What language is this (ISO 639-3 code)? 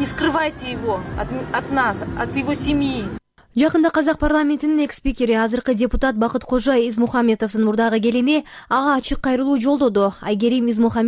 kir